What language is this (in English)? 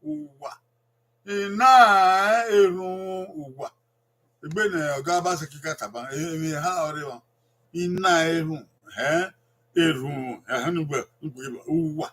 Bini